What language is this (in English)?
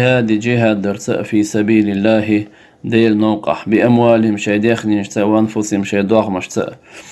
Chechen